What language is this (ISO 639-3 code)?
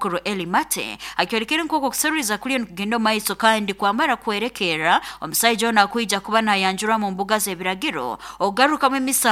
nyo